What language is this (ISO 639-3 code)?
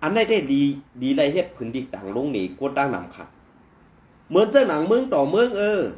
shn